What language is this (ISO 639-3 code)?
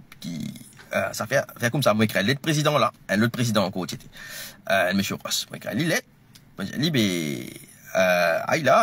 mfe